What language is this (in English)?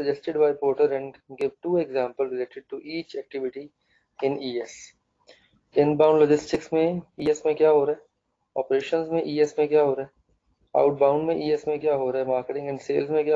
Hindi